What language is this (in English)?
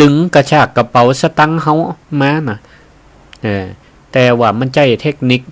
Northern Thai